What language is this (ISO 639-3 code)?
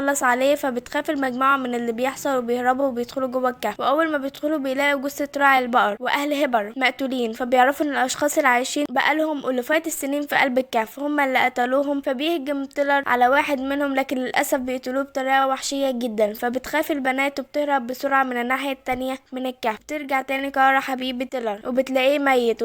arz